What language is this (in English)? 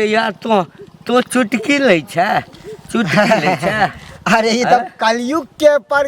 Maithili